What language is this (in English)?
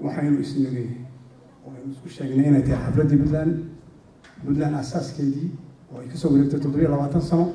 Somali